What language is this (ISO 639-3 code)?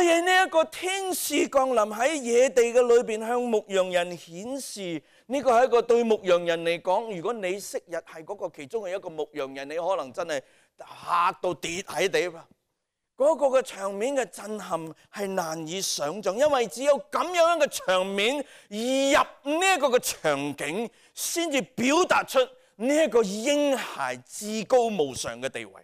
yue